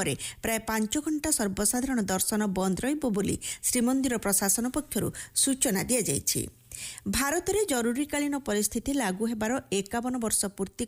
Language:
Odia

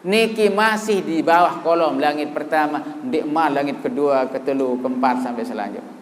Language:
Sasak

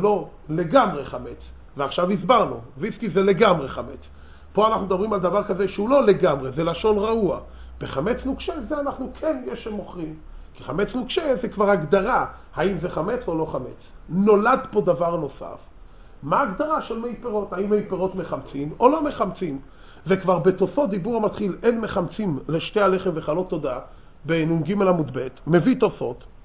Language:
Hebrew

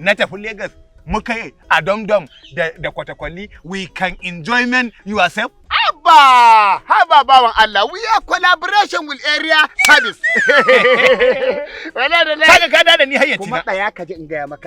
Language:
Hausa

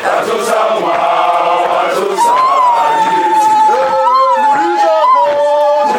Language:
Tswana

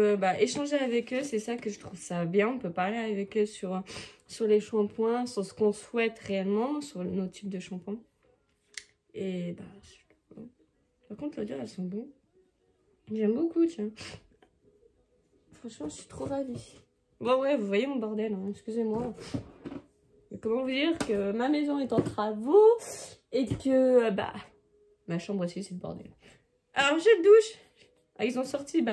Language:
French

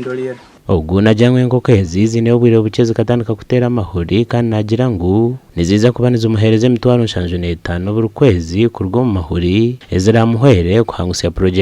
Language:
Nyankole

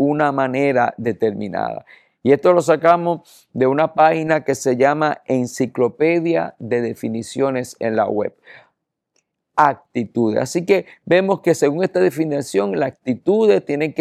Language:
Spanish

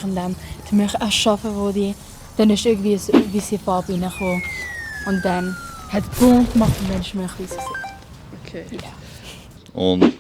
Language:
Swiss German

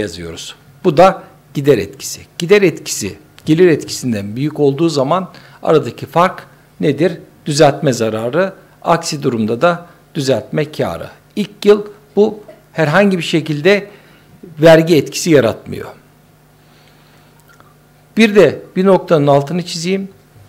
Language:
Turkish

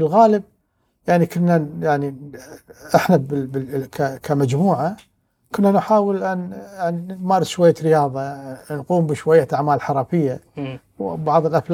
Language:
Gulf Arabic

